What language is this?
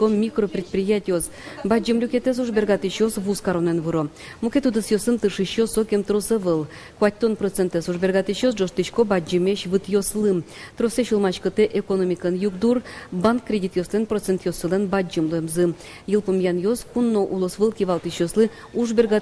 Udmurt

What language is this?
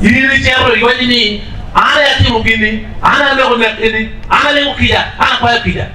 Acoli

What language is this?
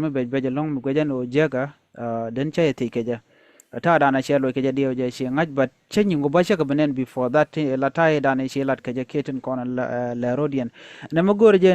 Nuer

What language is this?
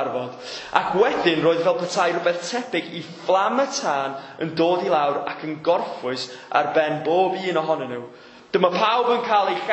Welsh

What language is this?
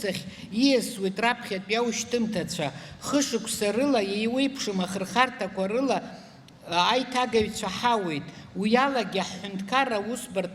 Abkhazian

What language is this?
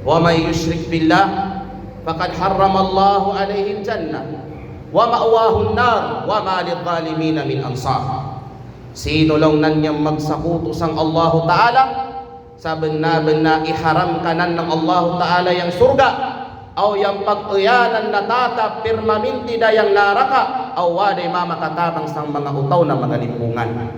Kalagan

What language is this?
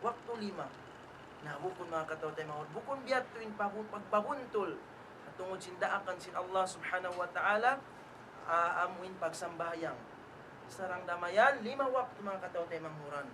Tausug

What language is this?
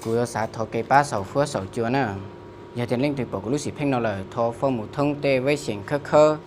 Hmong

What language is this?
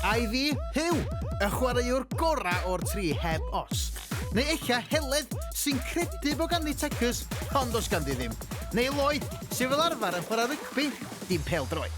Welsh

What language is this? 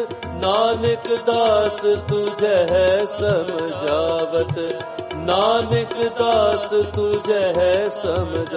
Hindi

